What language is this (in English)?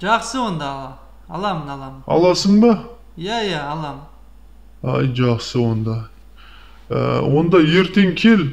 Kazakh